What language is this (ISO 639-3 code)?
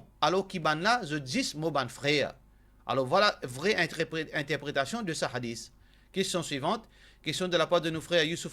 mfe